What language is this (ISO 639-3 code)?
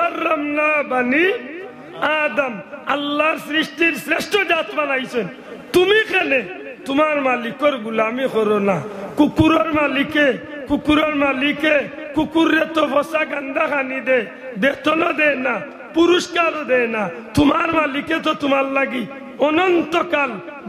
syl